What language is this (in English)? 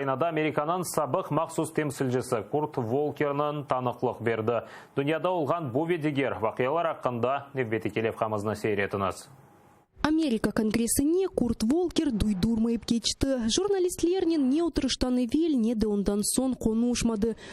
Crimean Tatar